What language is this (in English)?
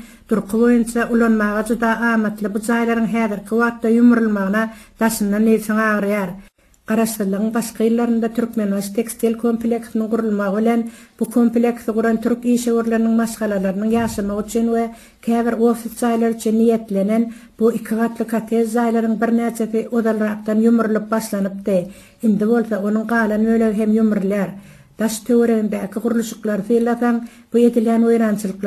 Turkmen